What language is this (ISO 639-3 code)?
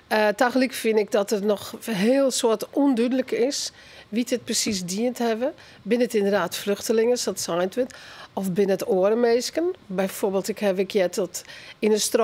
fry